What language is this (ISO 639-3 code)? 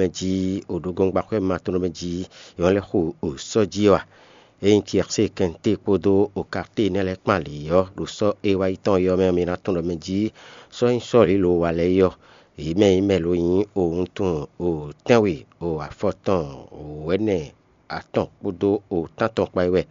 fon